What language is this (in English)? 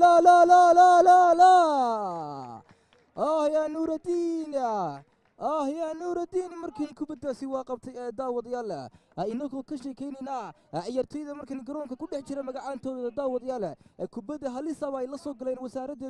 Somali